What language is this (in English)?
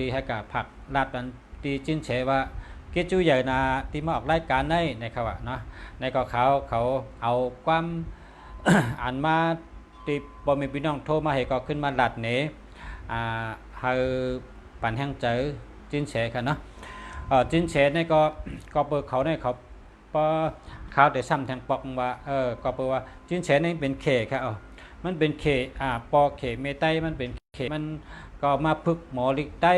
Shan